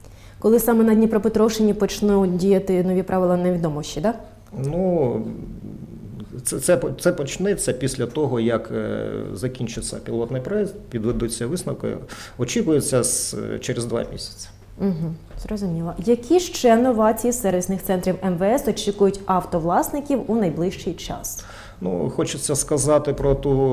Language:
Ukrainian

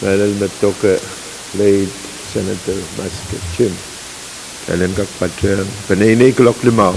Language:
Pohnpeian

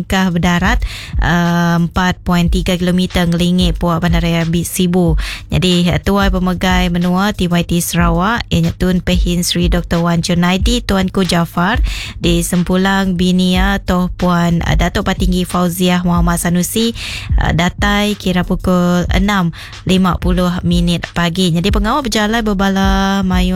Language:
Iban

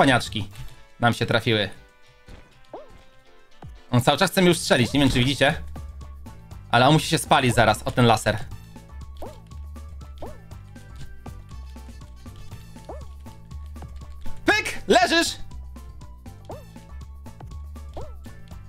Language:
Polish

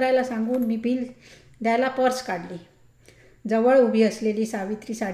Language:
Marathi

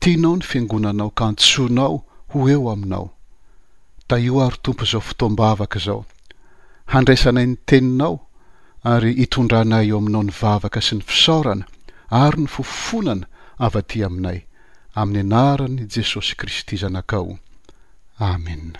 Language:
Malagasy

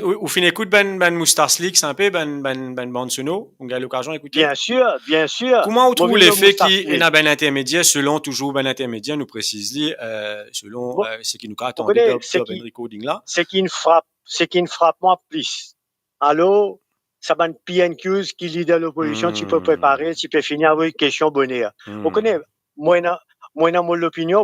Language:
Morisyen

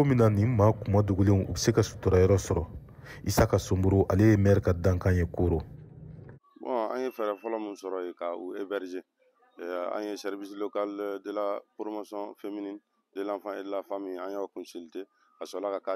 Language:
Bambara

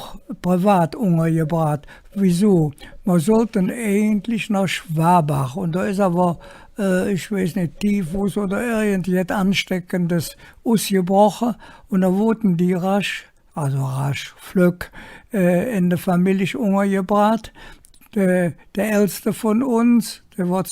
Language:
Colognian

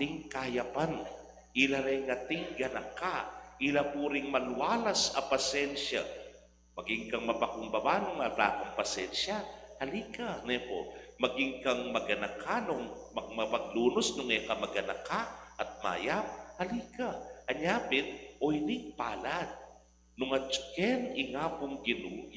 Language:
Pampanga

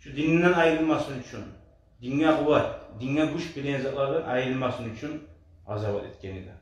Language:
Kumyk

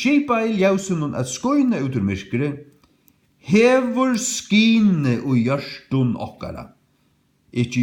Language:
Faroese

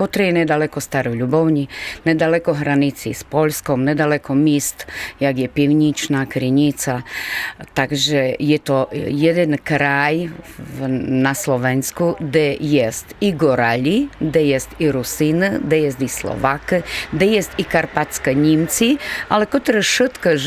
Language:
Rusyn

